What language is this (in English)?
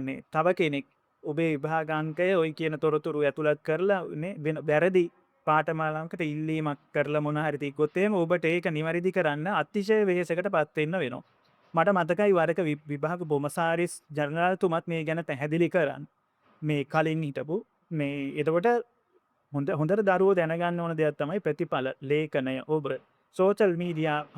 Sinhala